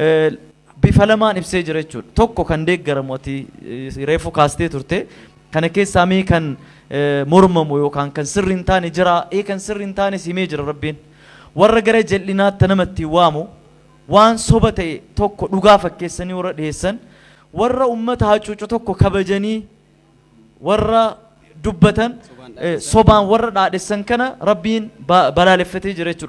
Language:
Oromo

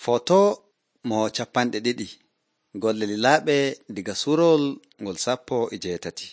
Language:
Nigerian Fulfulde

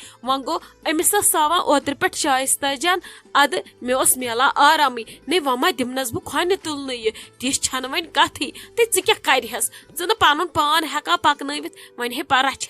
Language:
Kashmiri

